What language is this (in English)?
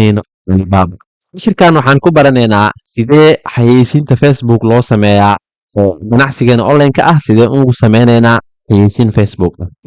Somali